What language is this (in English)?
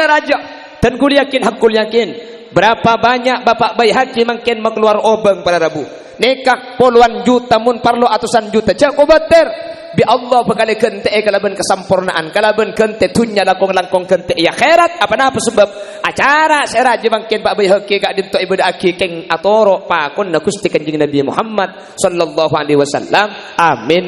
Madurese